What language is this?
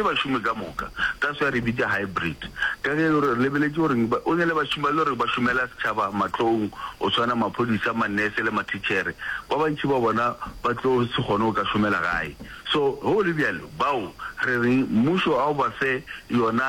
Northern Sotho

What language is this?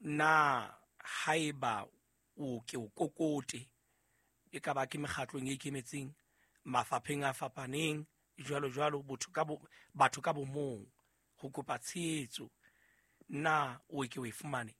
Southern Sotho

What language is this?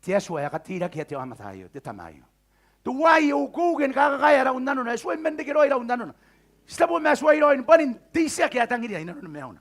Gilbertese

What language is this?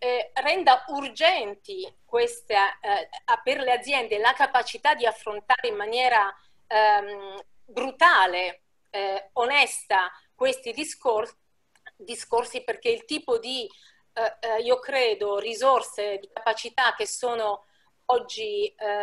Italian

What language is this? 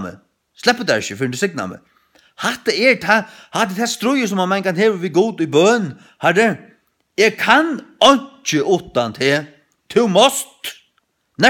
Faroese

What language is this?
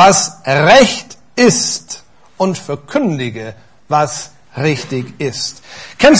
German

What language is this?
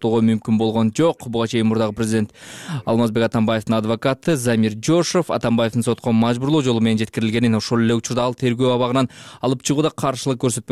Kyrgyz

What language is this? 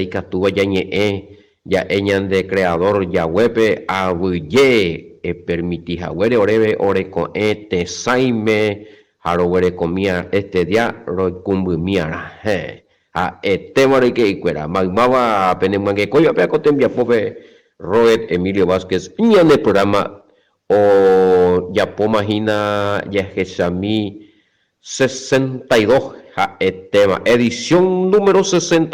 Guarani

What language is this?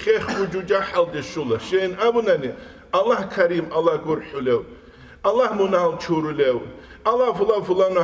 Avaric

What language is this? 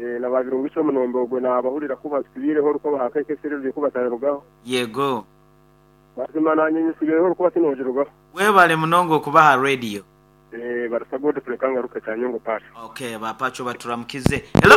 Nyoro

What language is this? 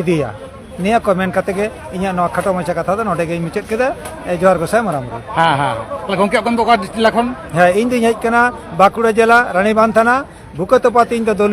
Santali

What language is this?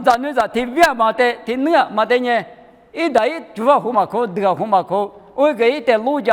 Lisu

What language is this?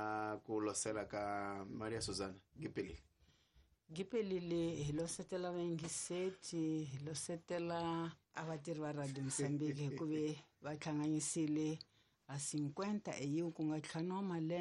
Tsonga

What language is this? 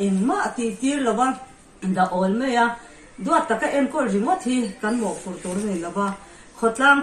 Mizo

